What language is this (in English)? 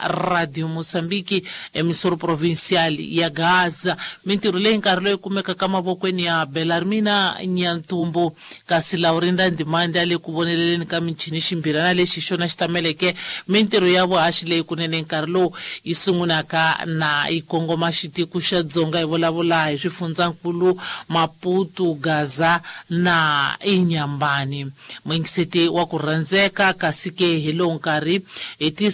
Tsonga